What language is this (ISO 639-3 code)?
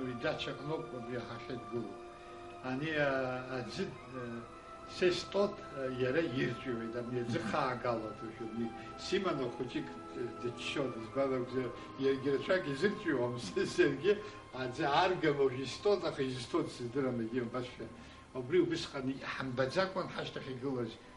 abk